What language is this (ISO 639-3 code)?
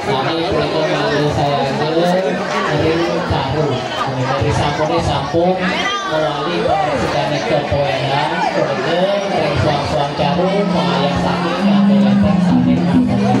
ban